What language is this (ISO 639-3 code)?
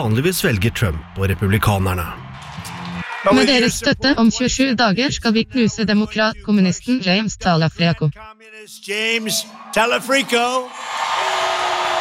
nor